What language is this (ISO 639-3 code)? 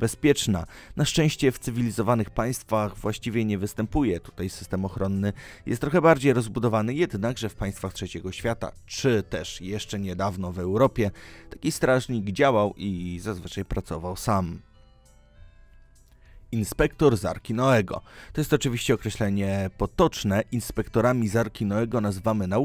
pol